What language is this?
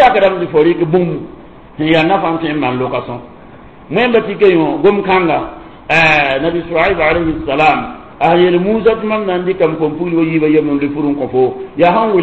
Mossi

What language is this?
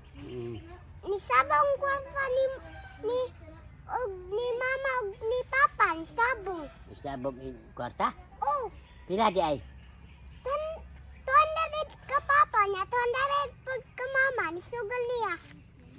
Cebuano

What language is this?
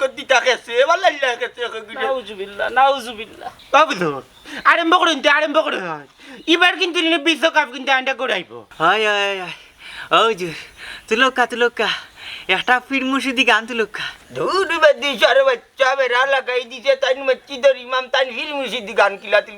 Sylheti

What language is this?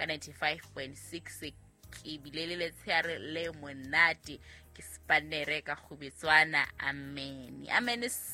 Southern Sotho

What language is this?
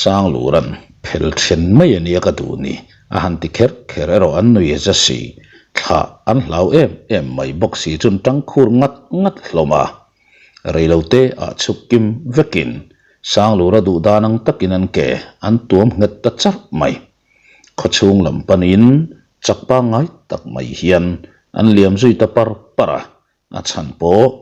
Mizo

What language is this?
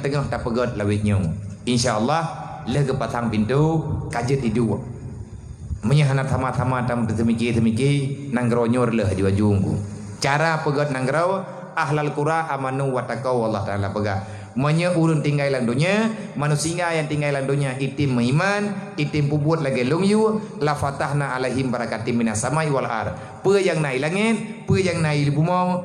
Achinese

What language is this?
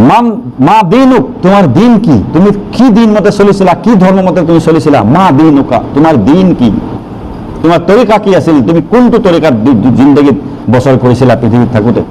Assamese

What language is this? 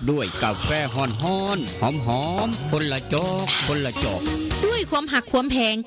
Northeastern Thai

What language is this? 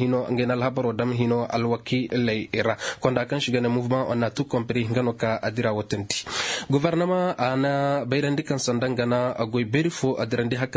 Koyraboro Senni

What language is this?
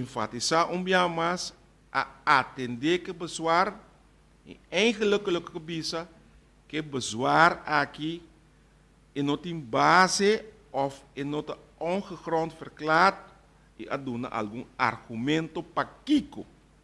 Papiamento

